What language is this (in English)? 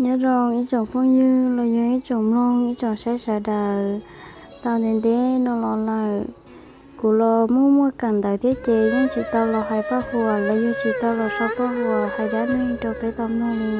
Hmong